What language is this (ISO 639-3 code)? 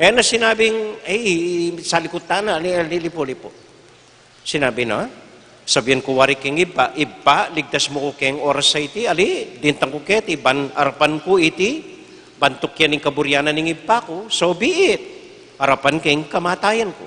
pam